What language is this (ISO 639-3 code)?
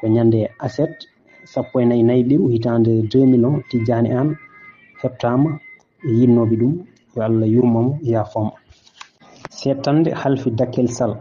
ful